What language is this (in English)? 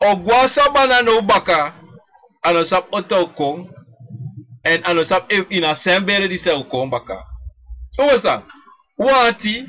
Sranan Tongo